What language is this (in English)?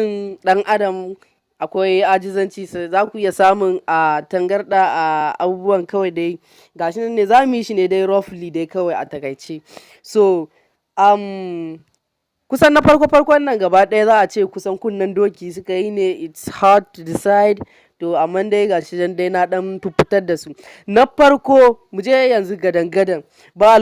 Hausa